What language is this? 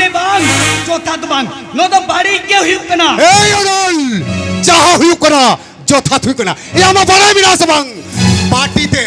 Santali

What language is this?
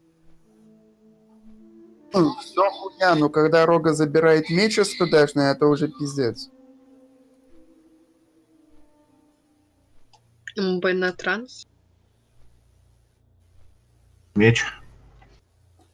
Russian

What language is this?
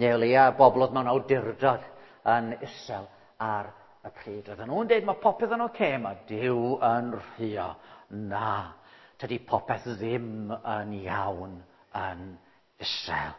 Welsh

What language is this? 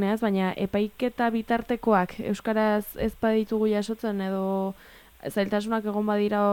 Basque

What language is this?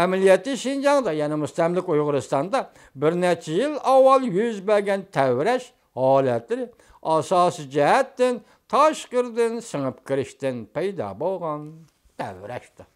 Uyghur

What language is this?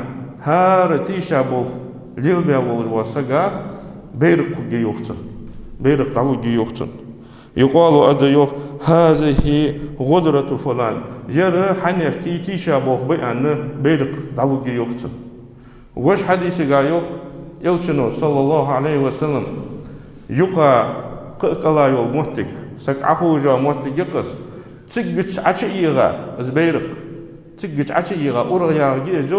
Ingush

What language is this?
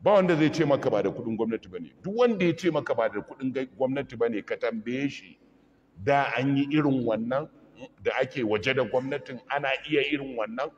Hausa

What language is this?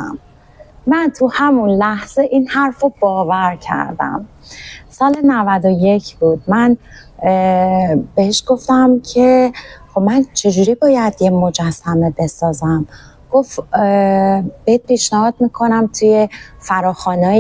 Persian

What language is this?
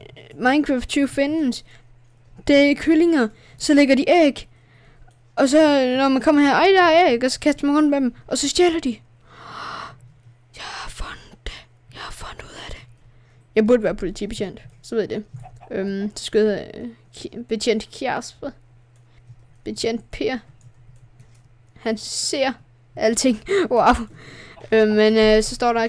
Danish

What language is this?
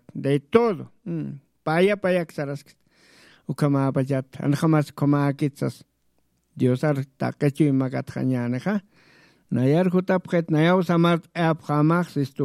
Aymara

